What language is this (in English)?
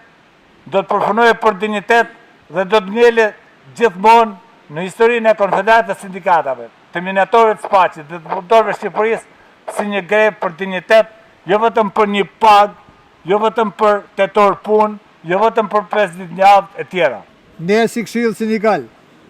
Albanian